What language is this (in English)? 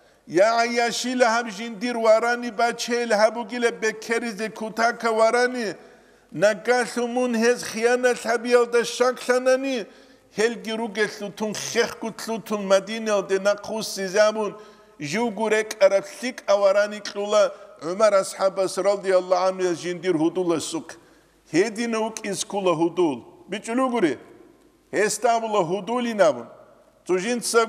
Avaric